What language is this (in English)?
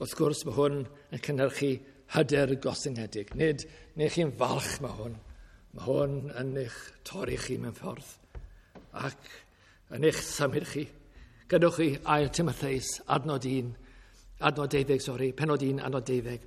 Welsh